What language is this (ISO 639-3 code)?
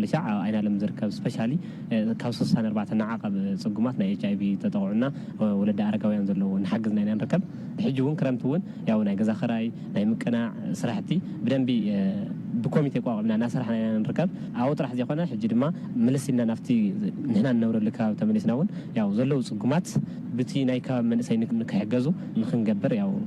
tir